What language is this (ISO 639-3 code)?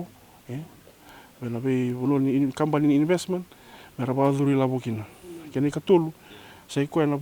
fij